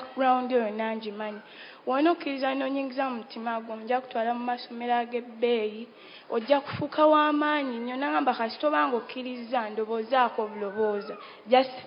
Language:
Ganda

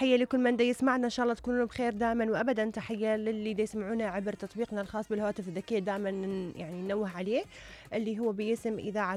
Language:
Mesopotamian Arabic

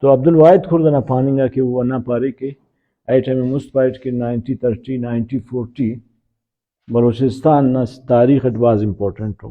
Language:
Brahui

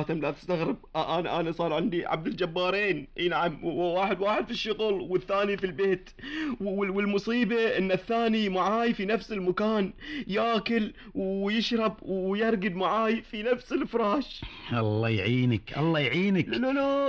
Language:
Gulf Arabic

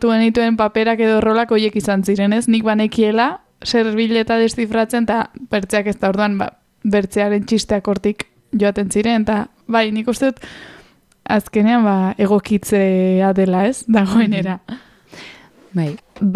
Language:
Basque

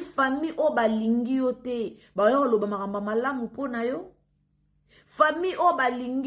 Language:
Lingala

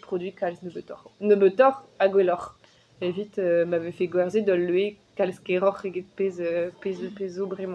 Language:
Breton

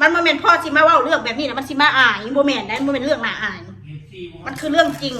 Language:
Northeastern Thai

